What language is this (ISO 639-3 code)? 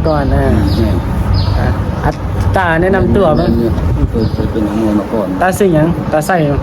tts